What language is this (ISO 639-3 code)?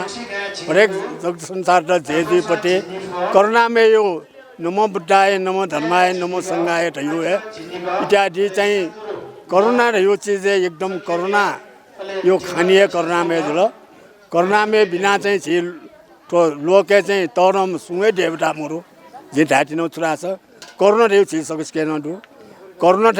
new